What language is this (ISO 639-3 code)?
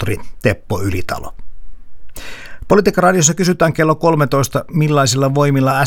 fin